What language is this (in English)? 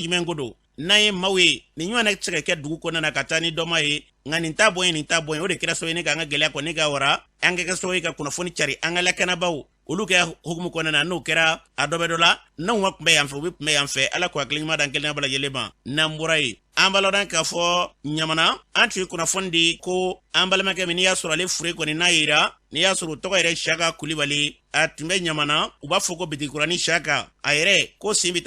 Bambara